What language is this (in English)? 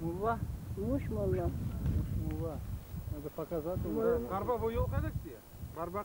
Crimean Tatar